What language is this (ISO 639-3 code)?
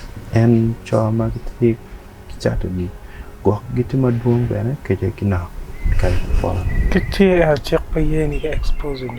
ach